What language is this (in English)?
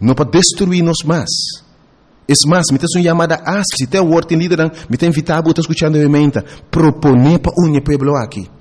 Papiamento